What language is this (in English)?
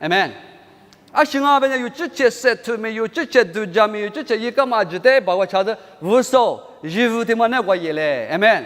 Lisu